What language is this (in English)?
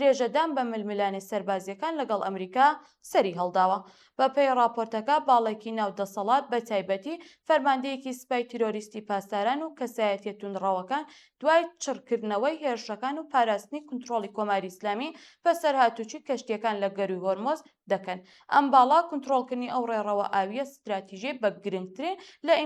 Central Kurdish